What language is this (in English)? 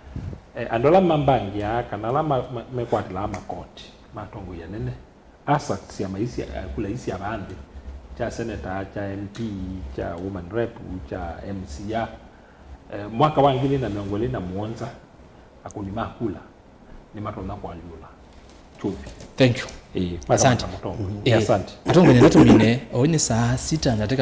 Kamba